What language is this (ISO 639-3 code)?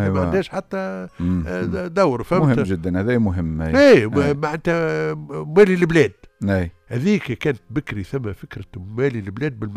aeb